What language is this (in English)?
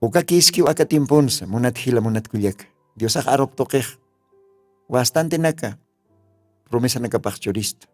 Aymara